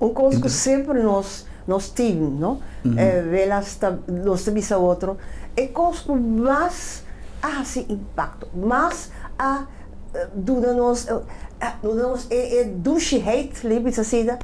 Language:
Papiamento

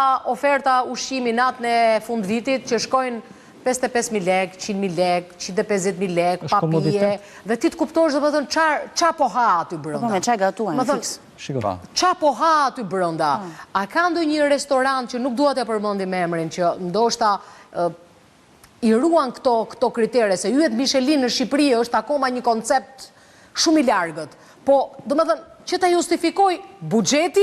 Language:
Albanian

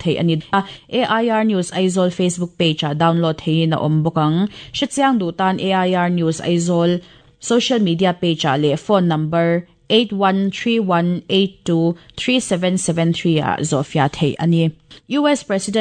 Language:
Mizo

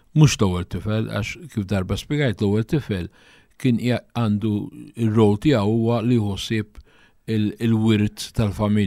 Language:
Maltese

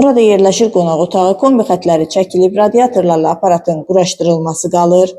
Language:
Azerbaijani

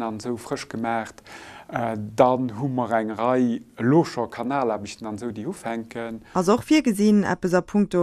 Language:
Luxembourgish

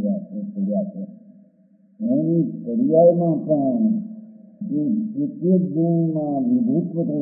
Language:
Gujarati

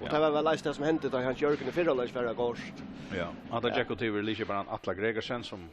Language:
Faroese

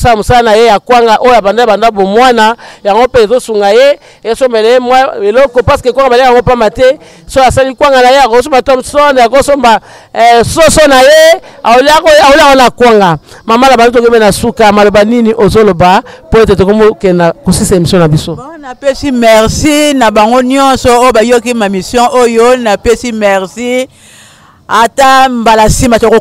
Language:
Lingala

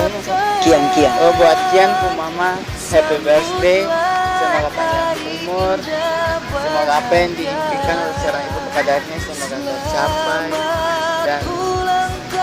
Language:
Ambonese Malay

